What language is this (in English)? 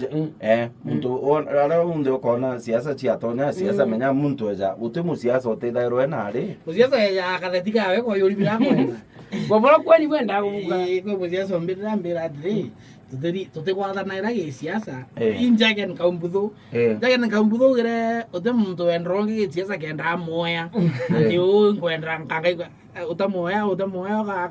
Meru